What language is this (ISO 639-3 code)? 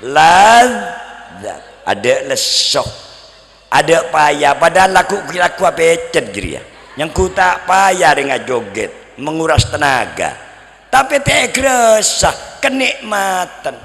mad